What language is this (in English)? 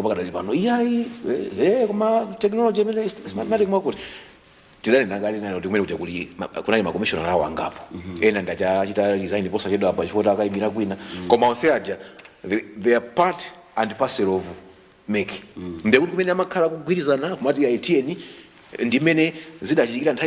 Nyanja